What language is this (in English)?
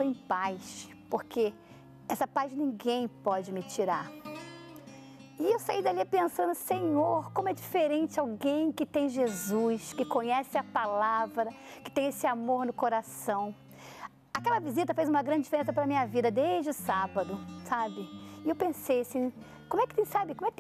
Portuguese